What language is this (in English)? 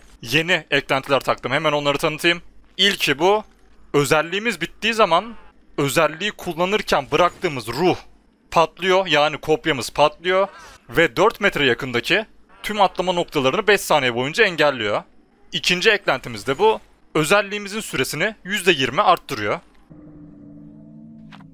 Turkish